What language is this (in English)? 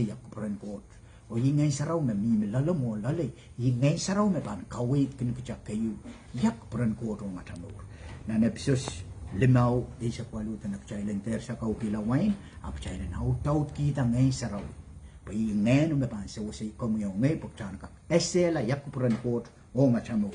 Pohnpeian